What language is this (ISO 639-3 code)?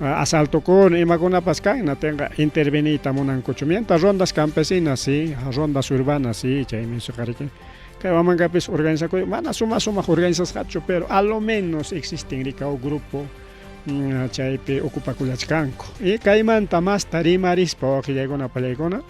quy